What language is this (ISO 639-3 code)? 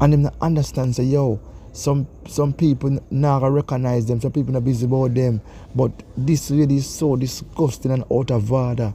jam